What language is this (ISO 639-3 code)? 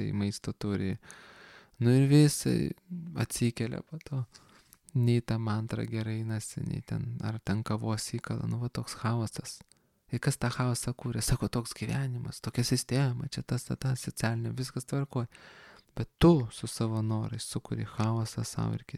lit